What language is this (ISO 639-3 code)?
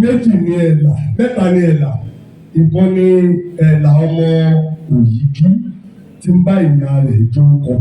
yor